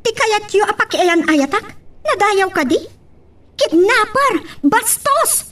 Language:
Iloko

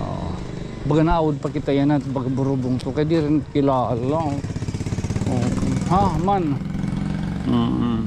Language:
Waray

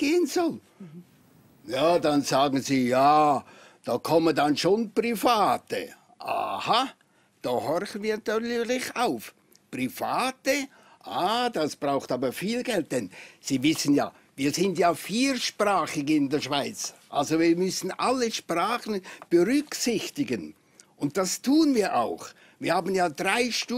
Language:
German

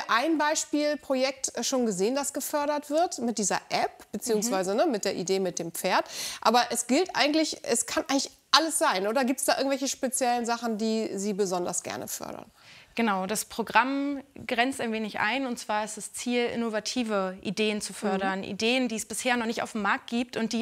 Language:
German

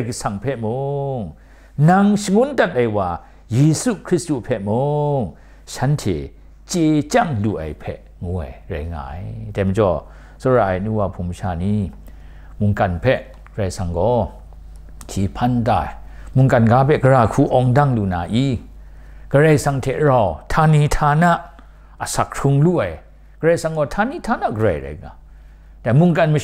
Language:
Kachin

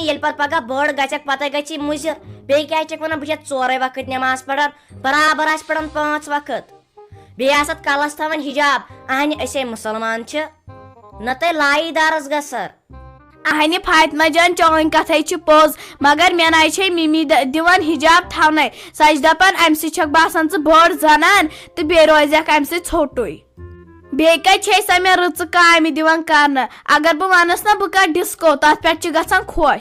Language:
Kashmiri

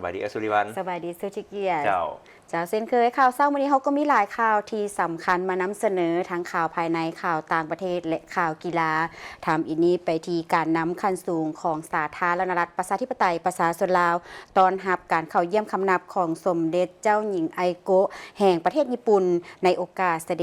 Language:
Lao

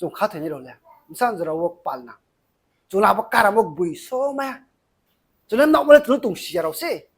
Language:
Riang (India)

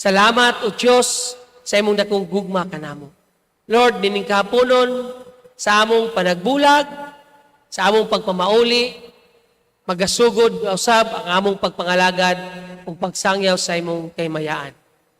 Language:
Cebuano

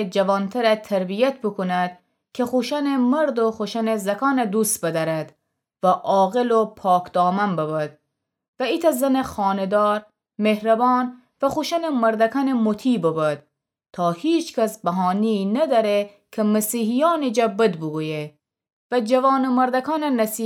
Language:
Gilaki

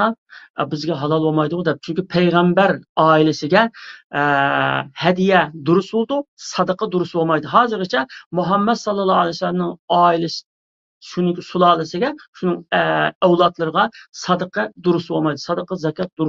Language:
Uyghur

